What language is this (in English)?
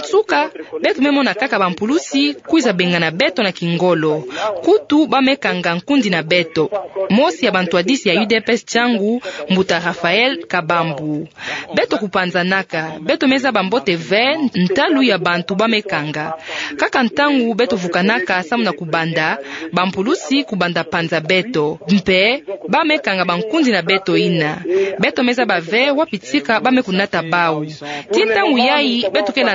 Kituba (Democratic Republic of Congo)